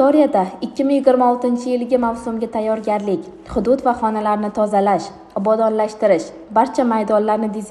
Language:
Uzbek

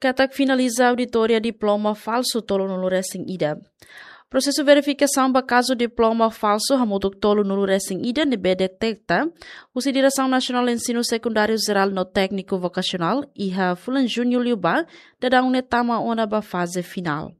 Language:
Tetum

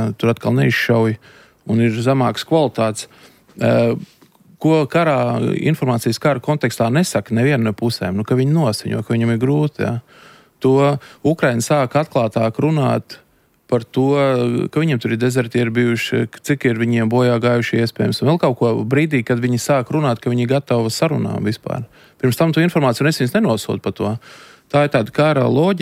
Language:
Latvian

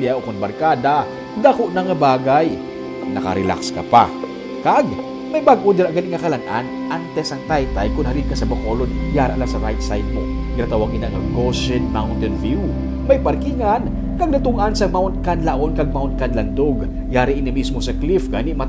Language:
Hiligaynon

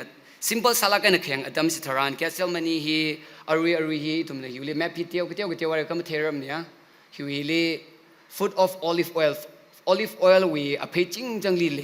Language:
Tangkhul Naga (India)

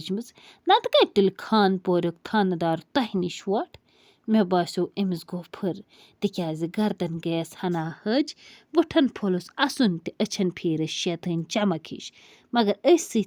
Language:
Kashmiri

